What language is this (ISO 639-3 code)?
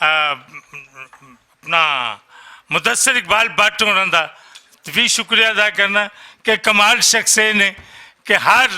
lah